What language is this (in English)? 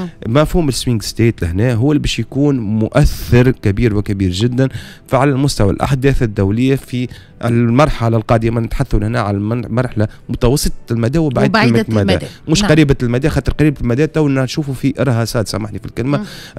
Tunisian Arabic